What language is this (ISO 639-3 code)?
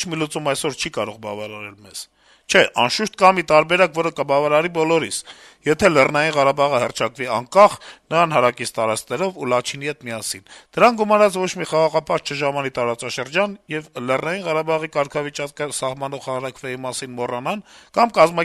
hye